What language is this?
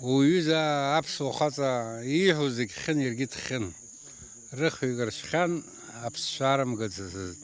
Abkhazian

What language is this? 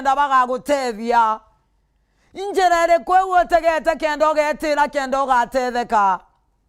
Meru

